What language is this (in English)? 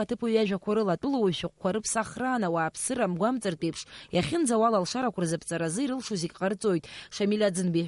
Abkhazian